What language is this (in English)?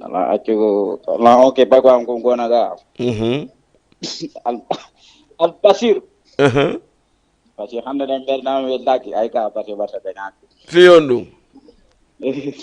Fula